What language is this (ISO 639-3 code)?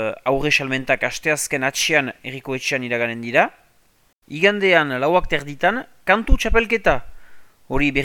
eus